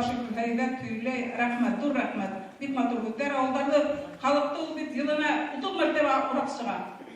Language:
Bashkir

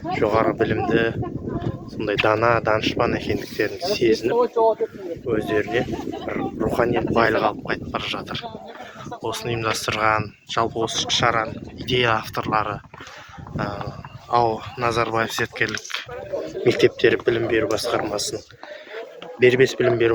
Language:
Kazakh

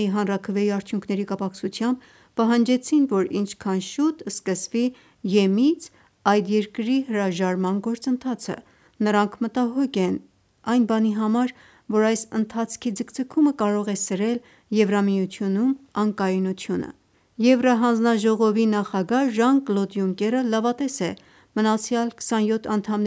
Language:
Armenian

